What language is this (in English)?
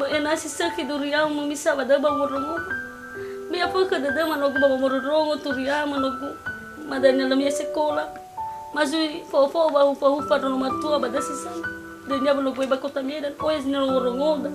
Nias